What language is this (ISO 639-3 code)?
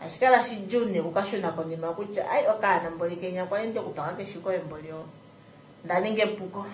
kua